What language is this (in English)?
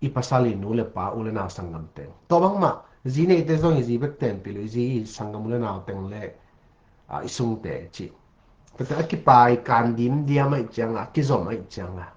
Tedim Chin